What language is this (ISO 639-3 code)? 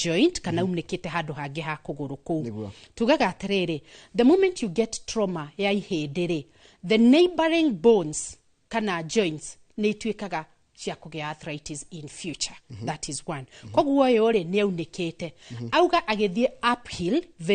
kik